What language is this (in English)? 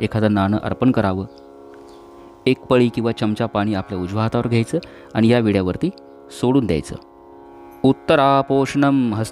Marathi